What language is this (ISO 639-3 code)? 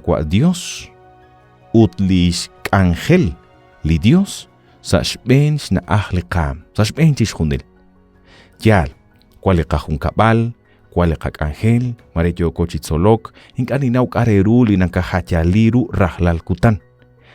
kek